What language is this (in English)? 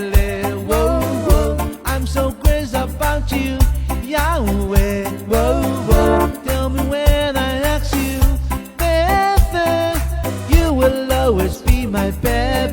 Tongan